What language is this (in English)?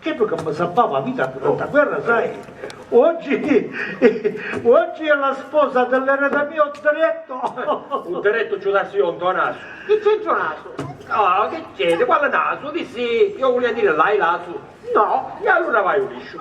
Sicilian